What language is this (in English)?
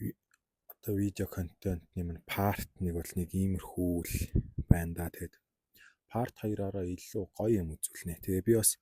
Mongolian